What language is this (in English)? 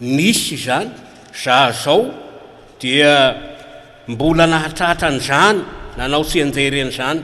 Malagasy